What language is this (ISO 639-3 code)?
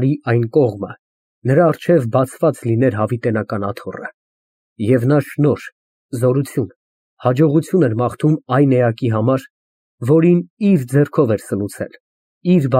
hye